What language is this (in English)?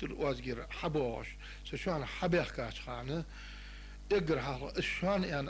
Ingush